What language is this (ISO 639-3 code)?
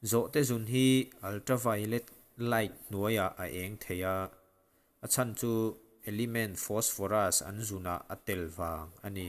lus